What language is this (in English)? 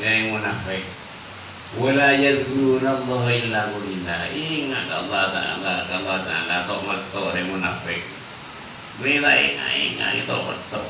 Madurese